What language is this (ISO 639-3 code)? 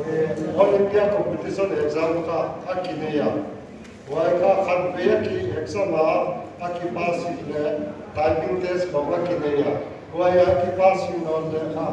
pck